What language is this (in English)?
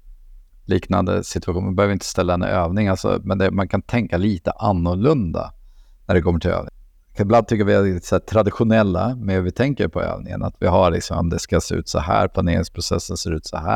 Swedish